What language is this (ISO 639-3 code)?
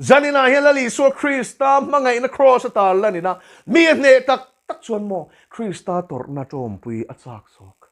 lus